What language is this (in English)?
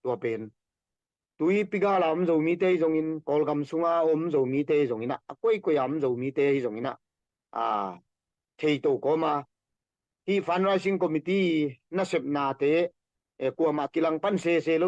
Tedim Chin